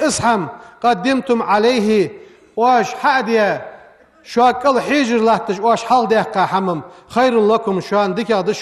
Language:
Ingush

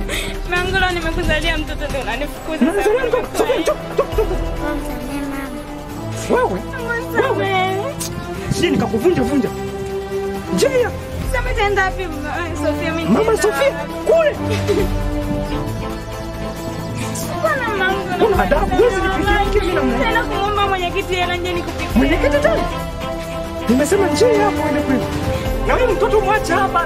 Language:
Swahili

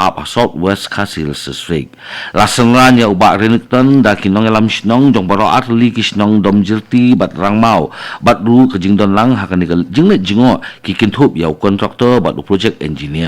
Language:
Khasi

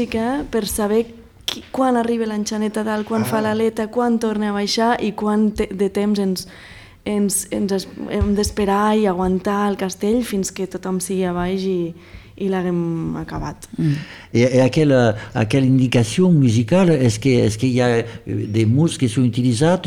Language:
Catalan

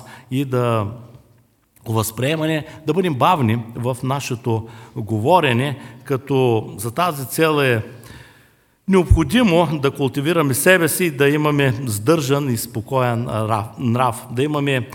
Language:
Bulgarian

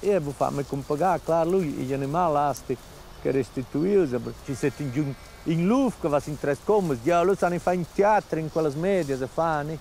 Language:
Romansh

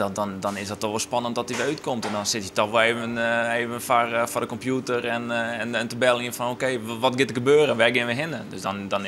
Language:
Western Frisian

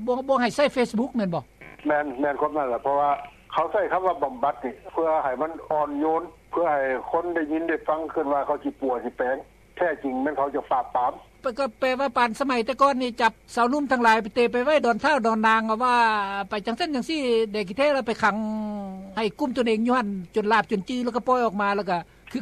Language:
Lao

